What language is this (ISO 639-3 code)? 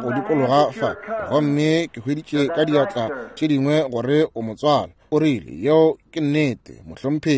nso